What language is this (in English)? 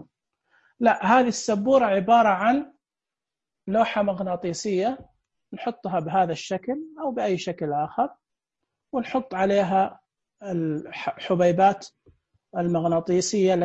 Najdi Arabic